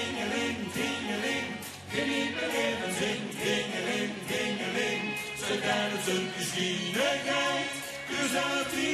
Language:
Limburgish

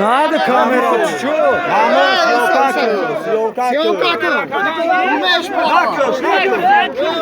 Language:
Tajik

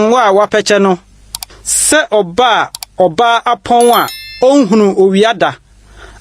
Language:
Akan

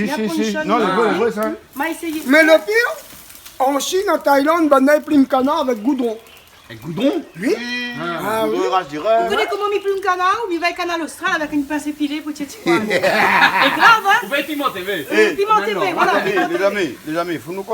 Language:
Réunion Creole French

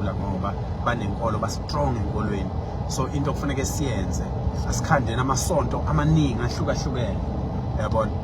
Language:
Zulu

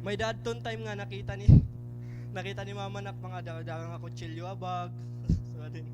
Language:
Waray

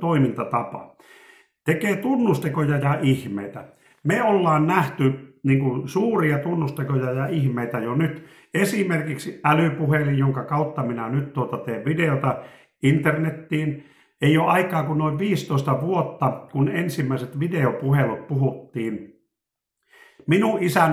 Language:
Finnish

